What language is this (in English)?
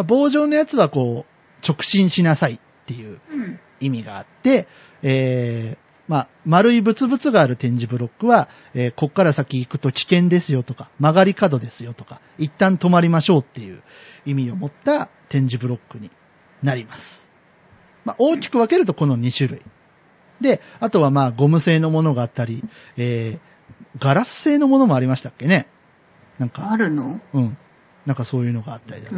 Japanese